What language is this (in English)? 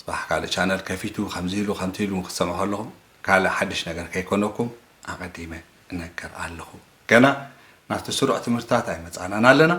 Tigrinya